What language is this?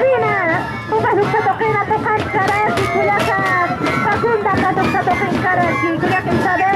Aymara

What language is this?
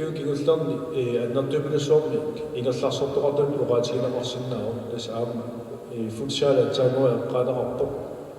Kalaallisut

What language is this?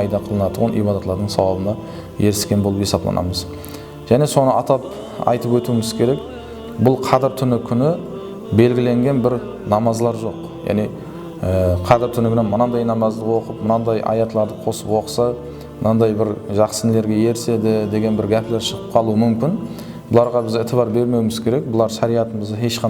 Kara-Kalpak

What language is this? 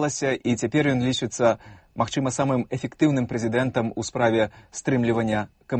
Belarusian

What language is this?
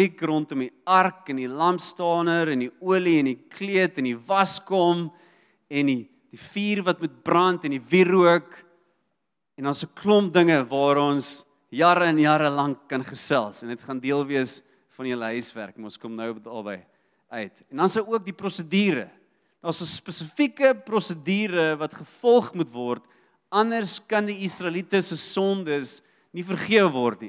Afrikaans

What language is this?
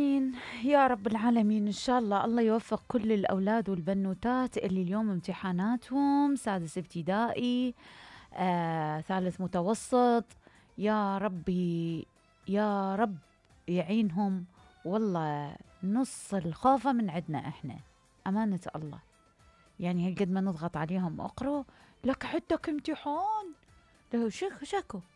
Mesopotamian Arabic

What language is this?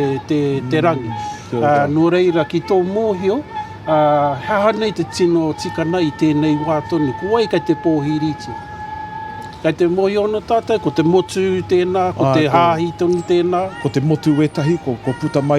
Māori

